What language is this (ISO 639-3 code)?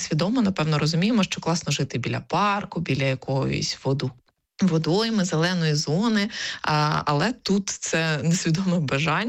ukr